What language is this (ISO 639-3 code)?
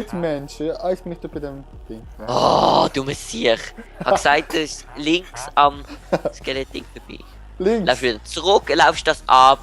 gsw